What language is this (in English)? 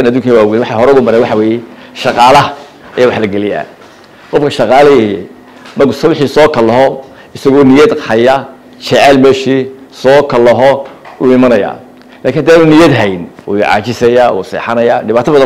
Somali